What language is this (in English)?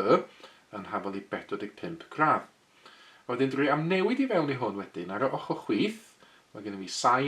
Welsh